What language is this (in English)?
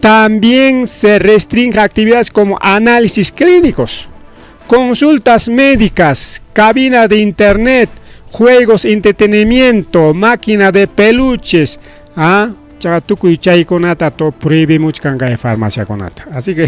Ayacucho Quechua